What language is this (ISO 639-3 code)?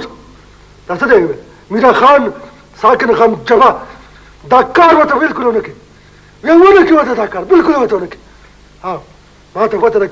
pus